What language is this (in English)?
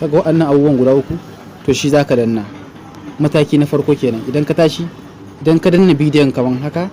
Hausa